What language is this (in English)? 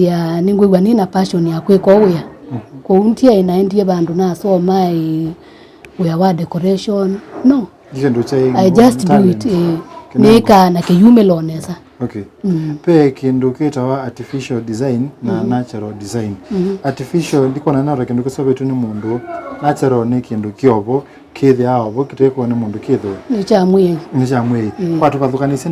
Kamba